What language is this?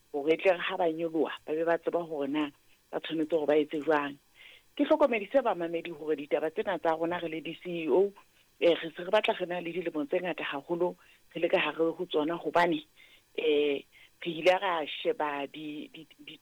Southern Sotho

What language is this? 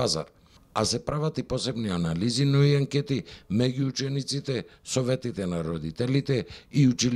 Macedonian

